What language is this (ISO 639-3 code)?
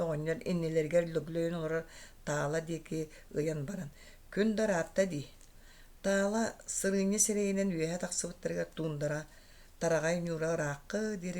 sah